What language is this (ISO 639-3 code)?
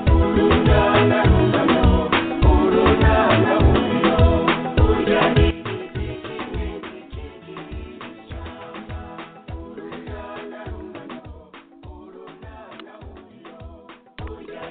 kin